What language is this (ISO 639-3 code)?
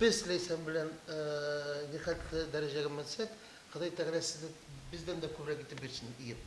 tat